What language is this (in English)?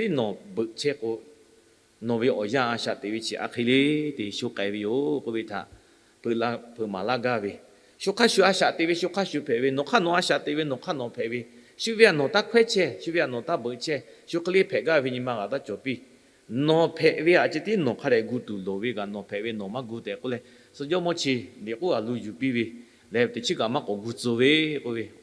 Lahu